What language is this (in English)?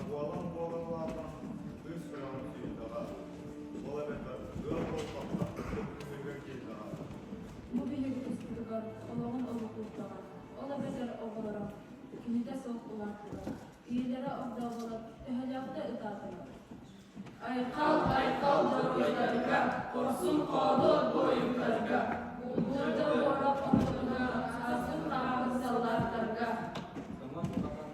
Yakut